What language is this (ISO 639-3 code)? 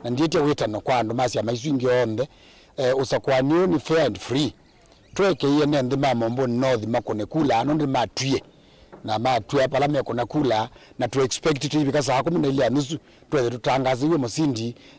kam